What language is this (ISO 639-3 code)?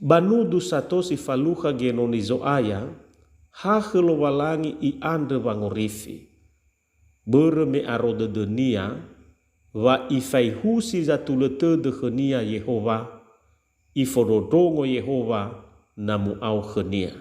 nia